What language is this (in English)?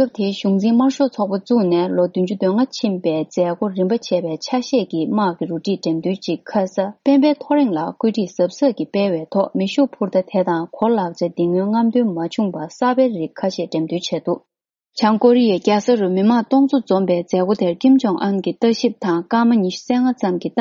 Tibetan